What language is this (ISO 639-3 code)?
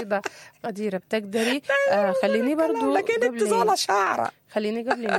apd